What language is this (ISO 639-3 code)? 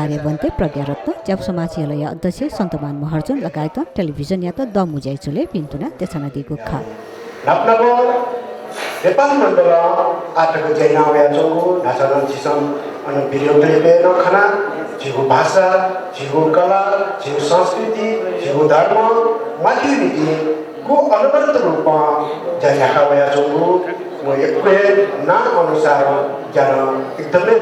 new